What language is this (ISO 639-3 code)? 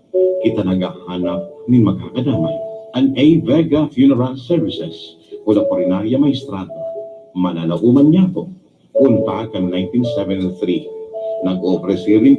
bik